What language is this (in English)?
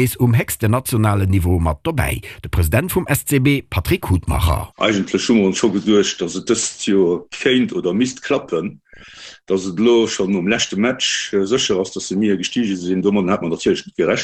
Luxembourgish